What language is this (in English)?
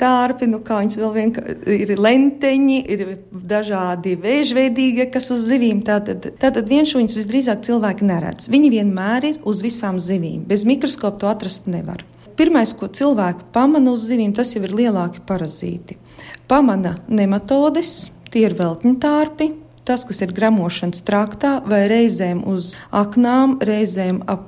Latvian